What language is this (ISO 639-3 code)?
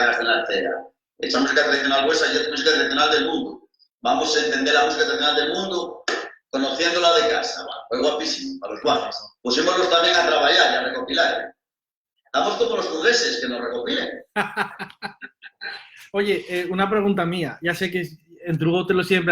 ast